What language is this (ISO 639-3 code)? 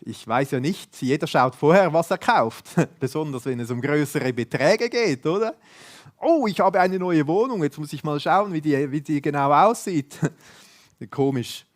gsw